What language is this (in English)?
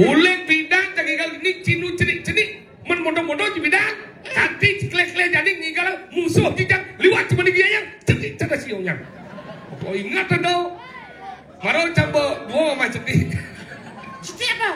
Balinese